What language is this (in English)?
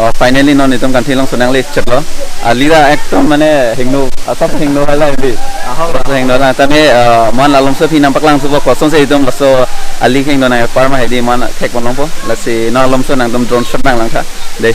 Karbi